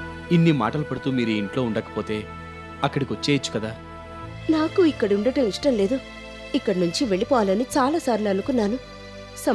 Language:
Telugu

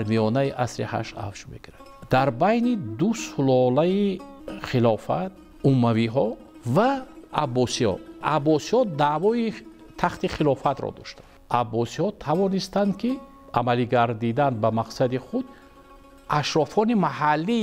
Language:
Tajik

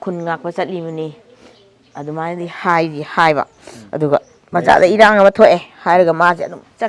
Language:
Manipuri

